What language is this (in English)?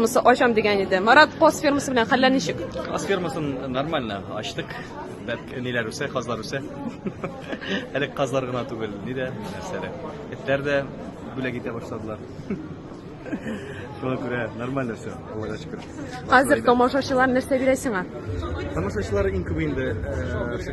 Tatar